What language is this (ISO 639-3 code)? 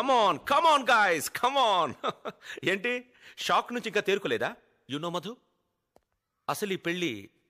tel